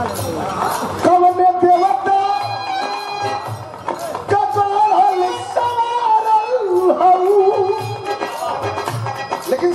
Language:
Bhojpuri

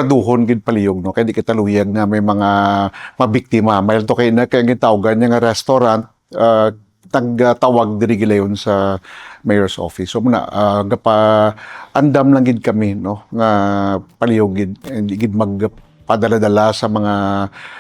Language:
Hiligaynon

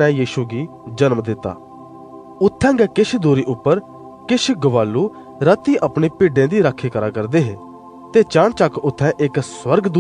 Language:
Dogri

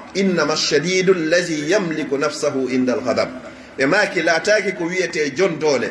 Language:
Fula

